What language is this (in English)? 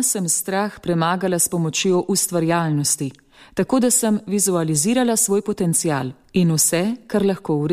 Slovenian